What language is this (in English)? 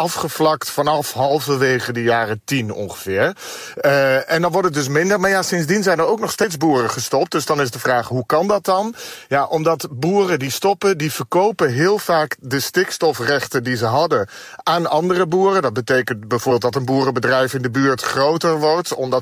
Dutch